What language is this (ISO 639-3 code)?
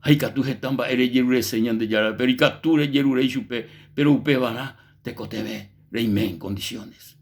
grn